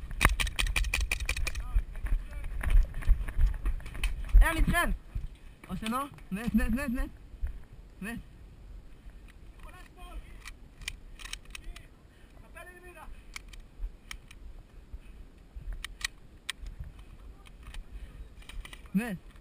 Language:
Hebrew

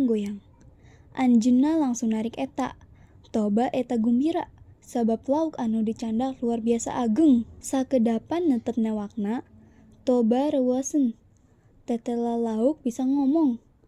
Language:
Sundanese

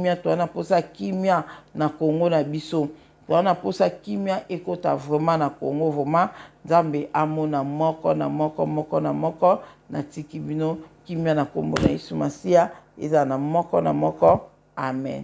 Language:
Lingala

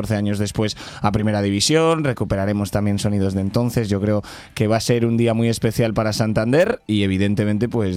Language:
Spanish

